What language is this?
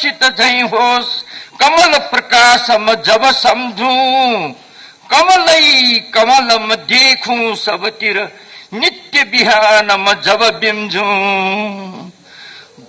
Newari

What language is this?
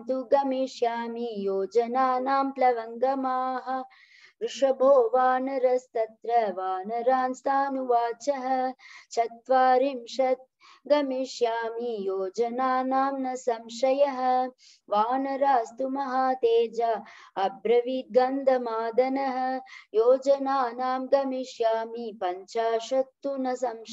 Sanskrit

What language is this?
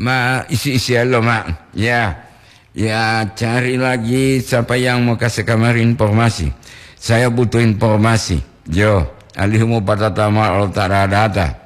Gorontalo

